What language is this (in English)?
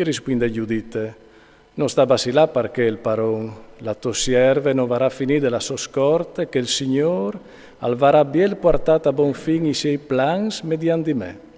Friulian